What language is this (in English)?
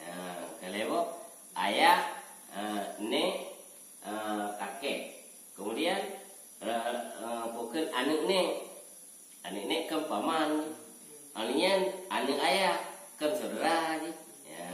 Achinese